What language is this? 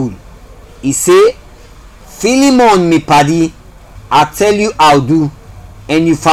Krio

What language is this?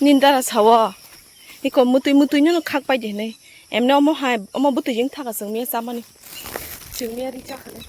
Kok Borok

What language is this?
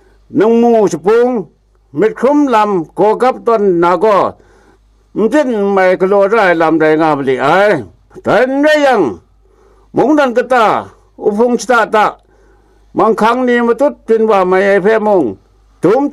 Kachin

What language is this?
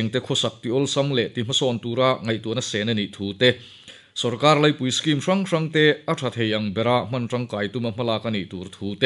Mizo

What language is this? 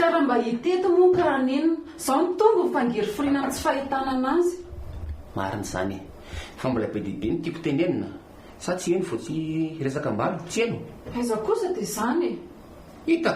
Malagasy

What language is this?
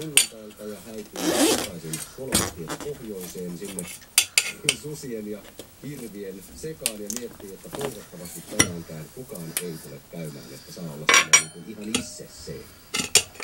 Finnish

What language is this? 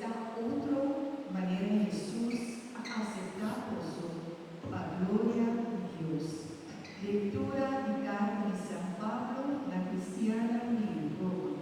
Papiamento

